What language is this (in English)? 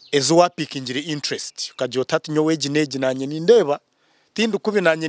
Nyankole